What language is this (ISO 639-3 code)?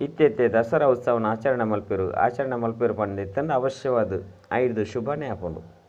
tcy